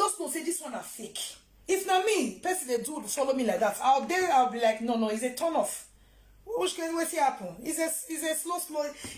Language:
Nigerian Pidgin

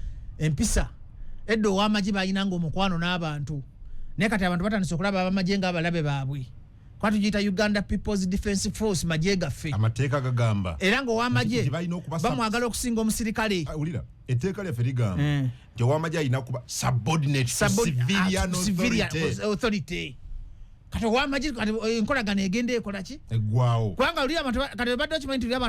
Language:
Ganda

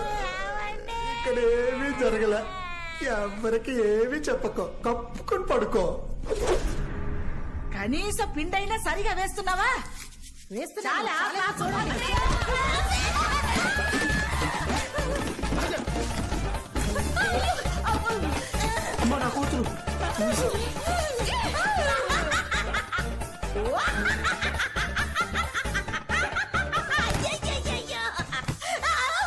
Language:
Telugu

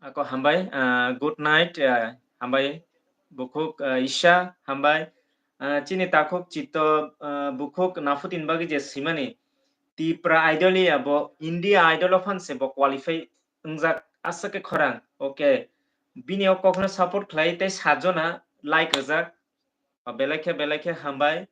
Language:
Kok Borok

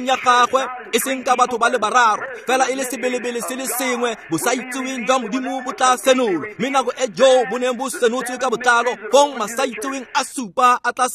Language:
Tswana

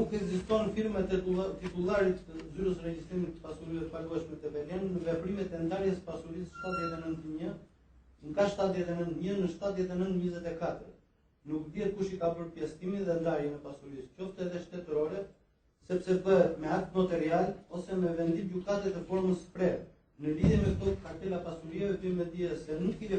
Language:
Albanian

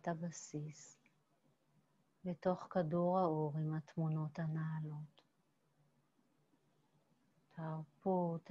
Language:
Hebrew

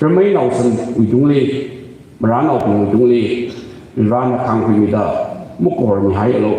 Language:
Tangkhul Naga (India)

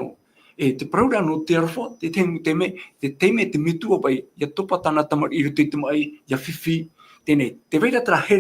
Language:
Tahitian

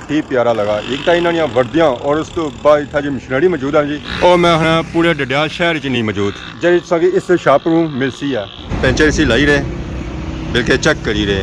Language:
Pahari-Potwari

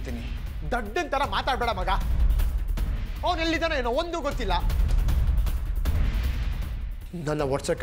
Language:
Kannada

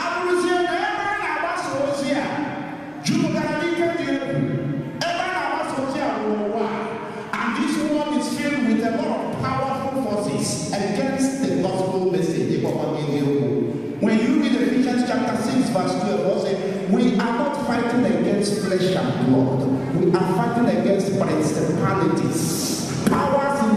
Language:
Igbo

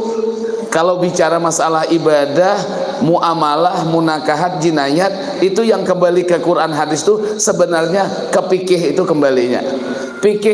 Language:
Banjar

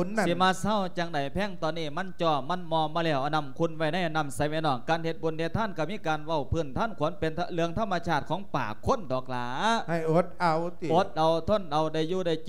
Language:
Lao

